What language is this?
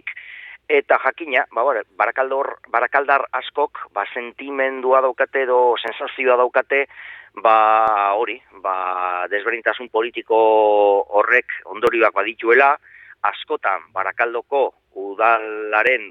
Basque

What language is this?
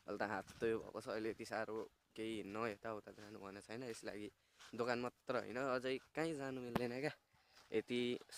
Nepali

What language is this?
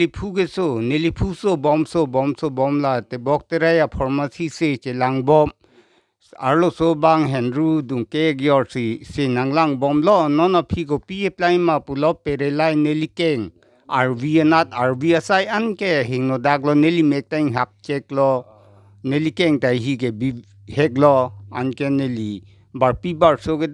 Karbi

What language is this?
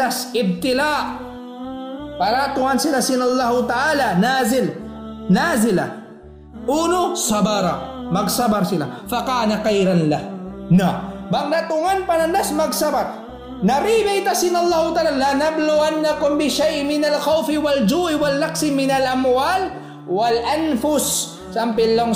Tausug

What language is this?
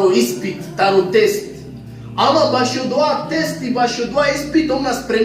Balkan Romani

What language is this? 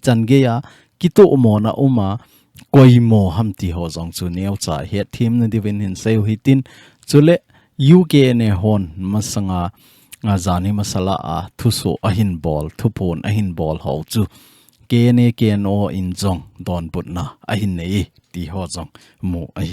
Thado Chin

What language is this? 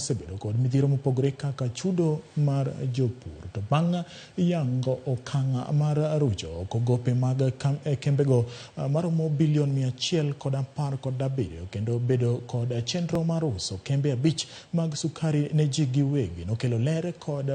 Luo (Kenya and Tanzania)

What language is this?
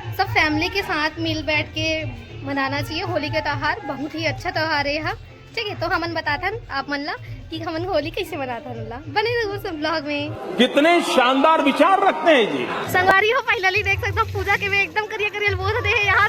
Chhattisgarhi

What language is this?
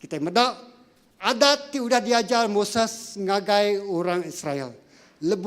Iban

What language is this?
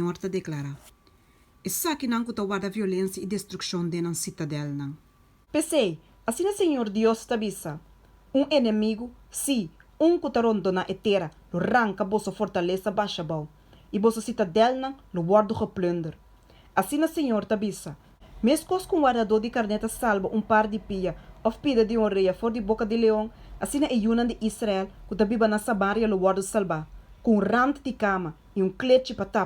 Papiamento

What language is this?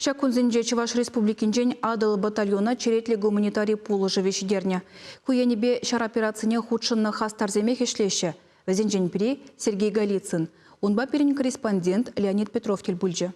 Chuvash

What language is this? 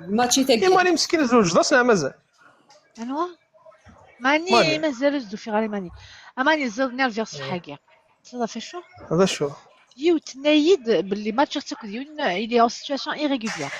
Kabyle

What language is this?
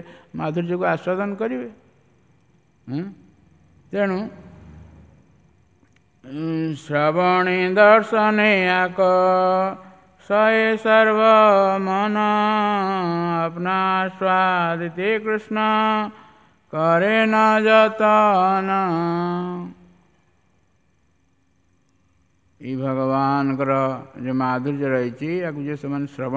Odia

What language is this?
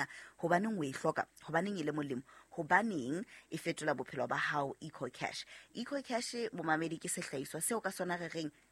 Southern Sotho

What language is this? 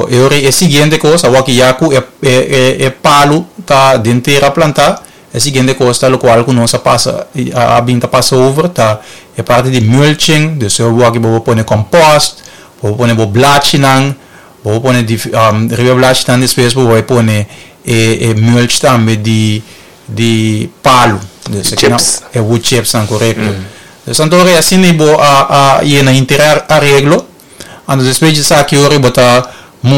Papiamento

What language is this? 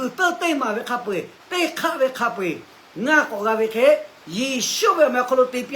Lahu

